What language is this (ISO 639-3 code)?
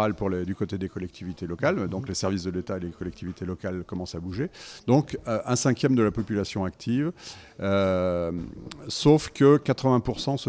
fra